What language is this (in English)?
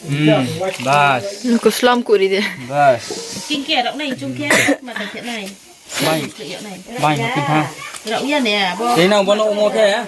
Riang (India)